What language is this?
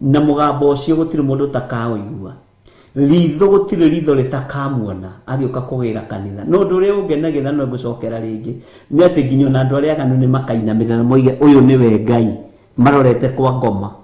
Kikuyu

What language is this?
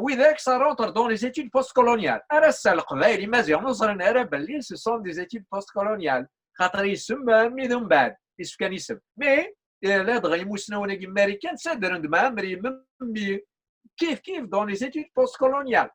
Kabyle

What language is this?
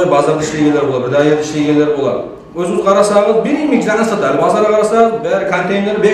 Kumyk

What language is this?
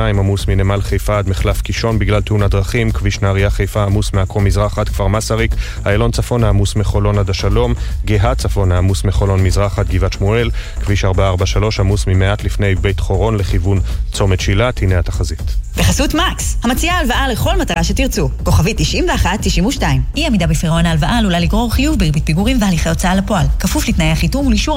Hebrew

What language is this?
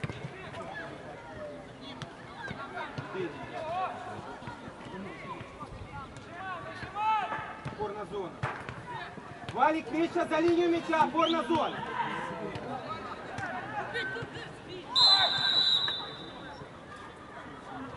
Ukrainian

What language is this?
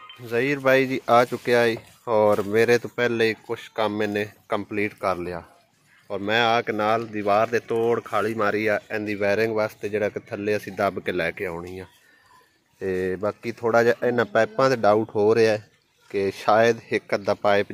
Punjabi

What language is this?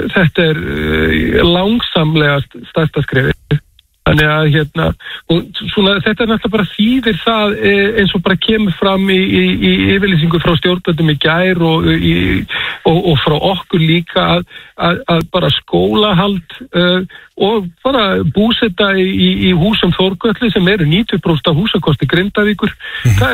Icelandic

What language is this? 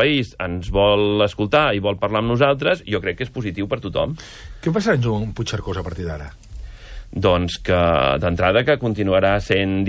Catalan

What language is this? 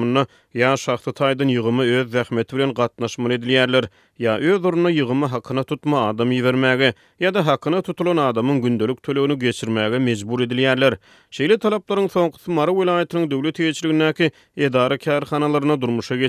Turkmen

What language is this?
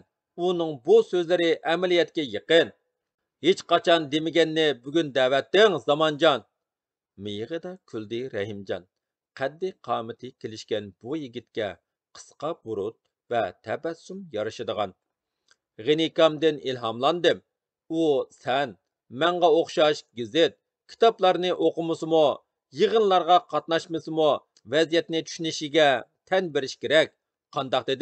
Uyghur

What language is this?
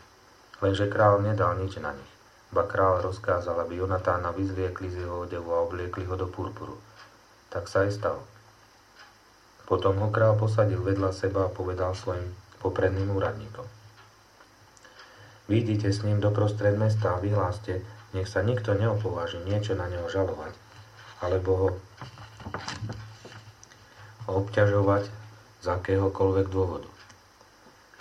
Slovak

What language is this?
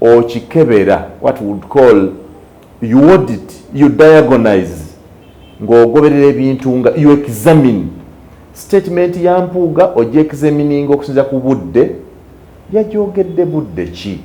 Ganda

